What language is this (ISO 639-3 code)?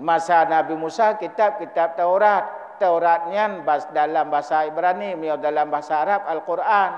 ace